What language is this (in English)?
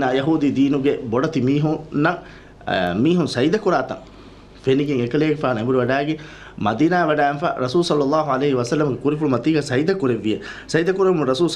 Divehi